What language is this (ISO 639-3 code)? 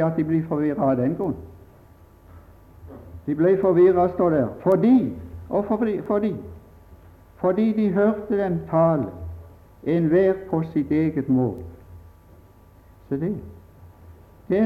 nor